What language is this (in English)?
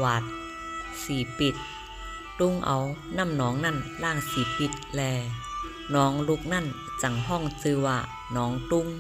Shan